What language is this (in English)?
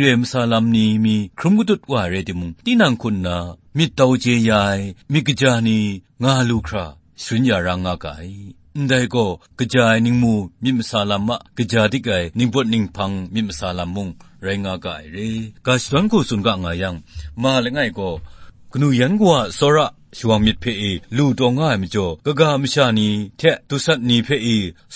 Kachin